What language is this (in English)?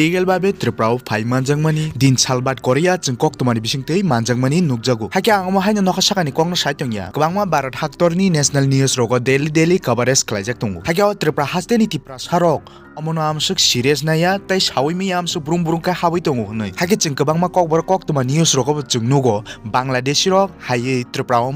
Kok Borok